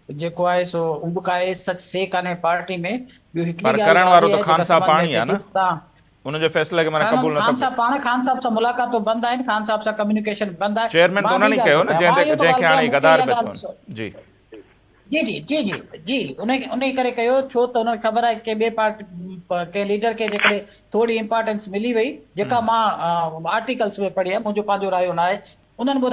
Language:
Sindhi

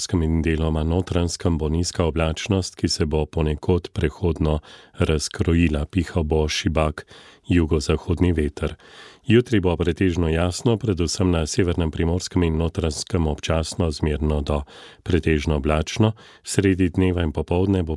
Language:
Slovenian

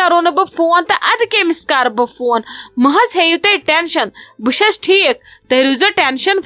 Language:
Kashmiri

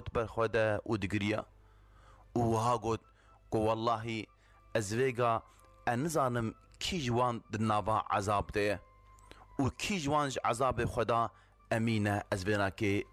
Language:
Kurdish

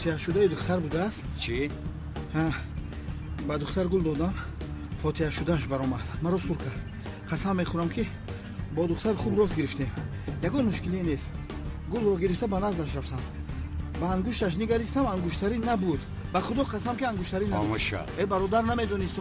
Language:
Tajik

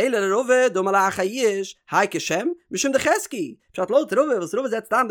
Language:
Yiddish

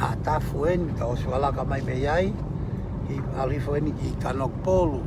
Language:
Tongan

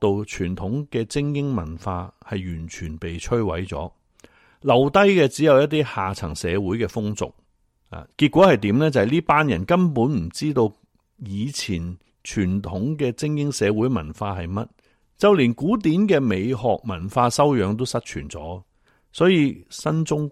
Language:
Cantonese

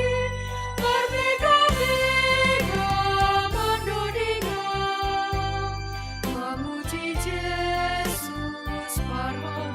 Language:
Batak Simalungun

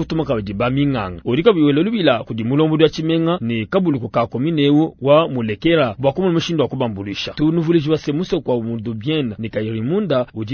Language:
Luba-Lulua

